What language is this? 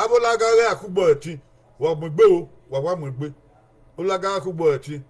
Bini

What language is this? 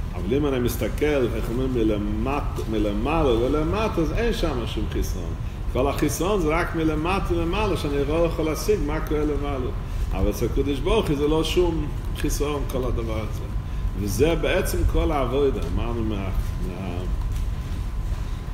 Hebrew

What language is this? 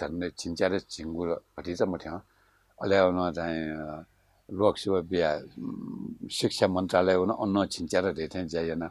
Newari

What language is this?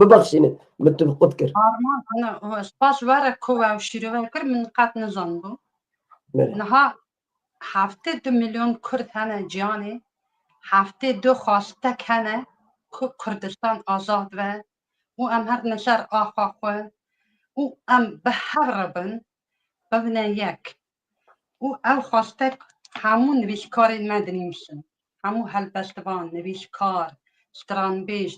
Kurdish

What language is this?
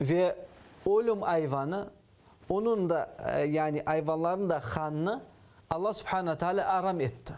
Crimean Tatar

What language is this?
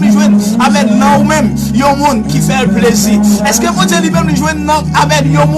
Haitian Creole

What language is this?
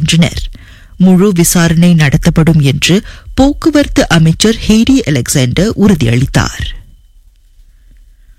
Tamil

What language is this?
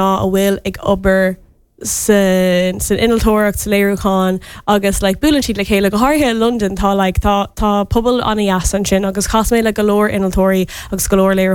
Irish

